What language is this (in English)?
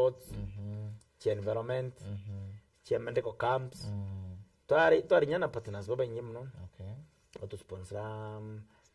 Meru